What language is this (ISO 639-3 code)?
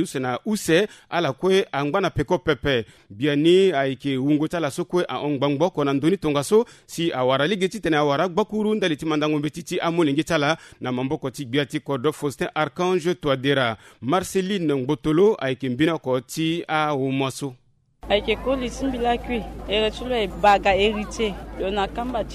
sag